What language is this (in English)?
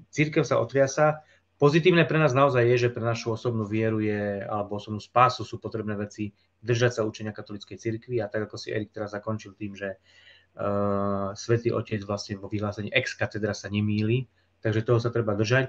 Slovak